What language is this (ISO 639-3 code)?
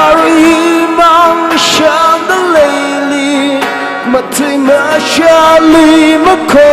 nmf